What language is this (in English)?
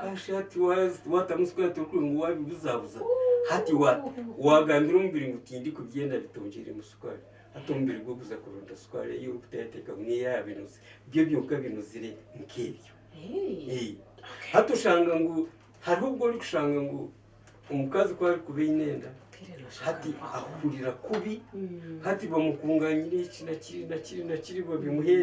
Nyankole